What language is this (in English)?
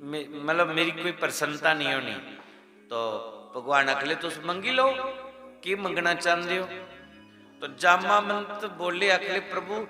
Dogri